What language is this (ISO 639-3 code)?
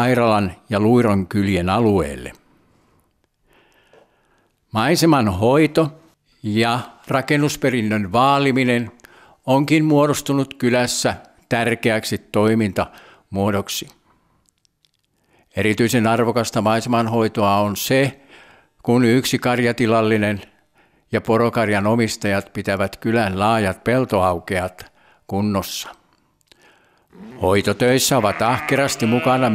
fin